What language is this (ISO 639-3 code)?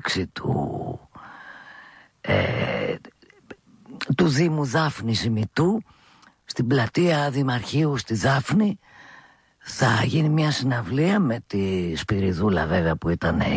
ell